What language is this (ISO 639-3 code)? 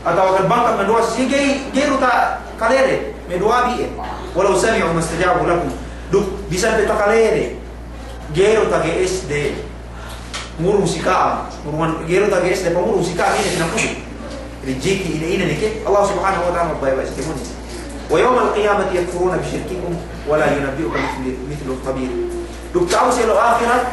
yka